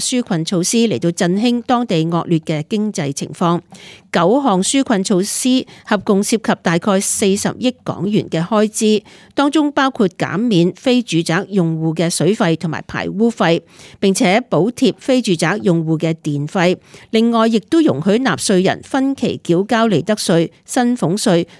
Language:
Cantonese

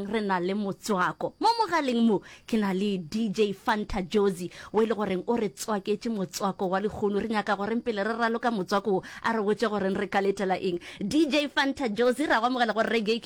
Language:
Northern Sotho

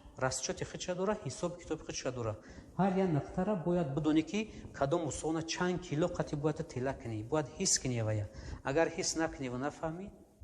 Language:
Tajik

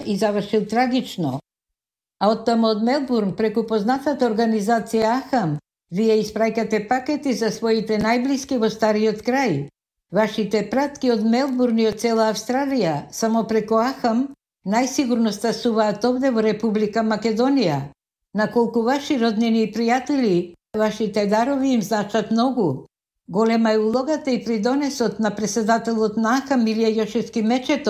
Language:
Macedonian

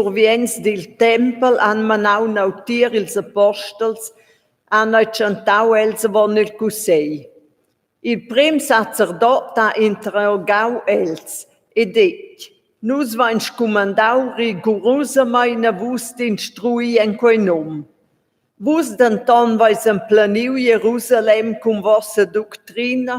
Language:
Romansh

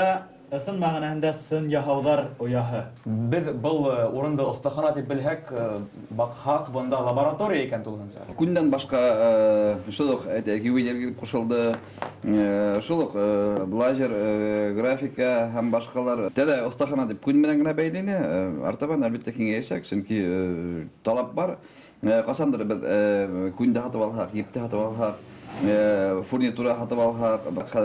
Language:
Bashkir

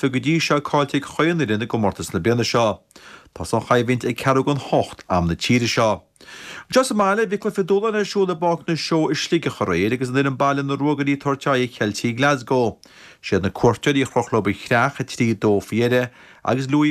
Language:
Irish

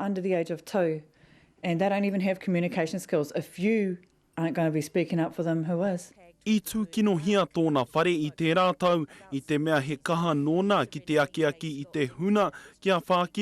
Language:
Māori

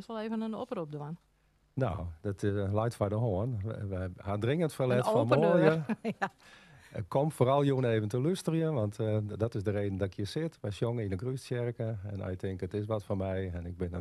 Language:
Western Frisian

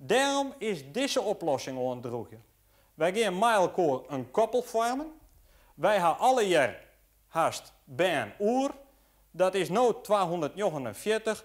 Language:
Western Frisian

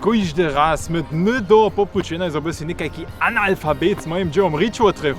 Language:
Upper Sorbian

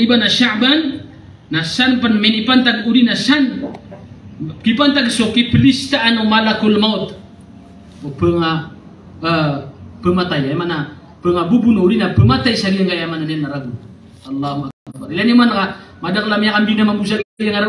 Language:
Maranao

